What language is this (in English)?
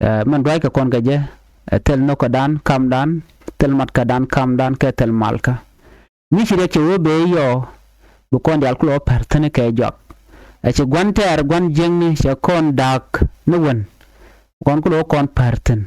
Nuer